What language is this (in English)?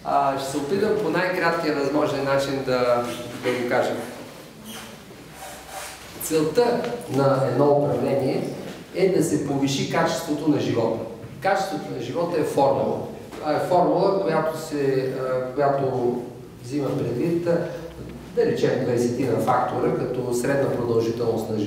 Bulgarian